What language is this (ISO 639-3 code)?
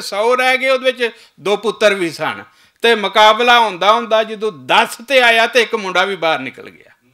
lah